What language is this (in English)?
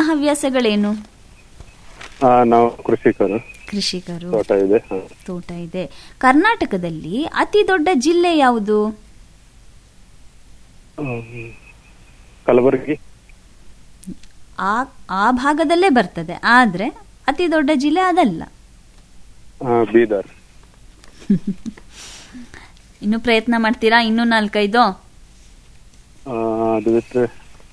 Kannada